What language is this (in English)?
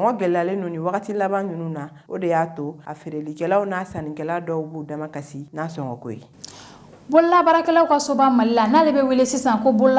Bambara